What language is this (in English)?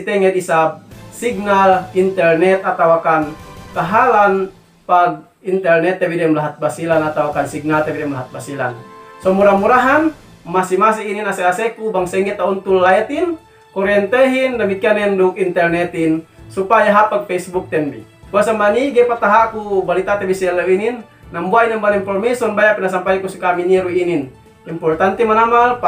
Yakan